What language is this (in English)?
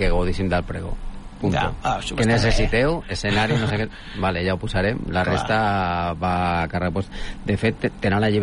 Catalan